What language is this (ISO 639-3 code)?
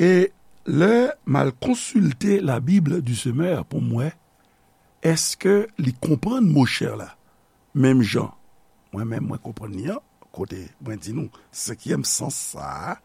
hat